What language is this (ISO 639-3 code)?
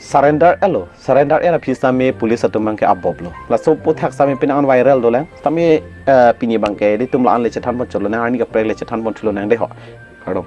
mjw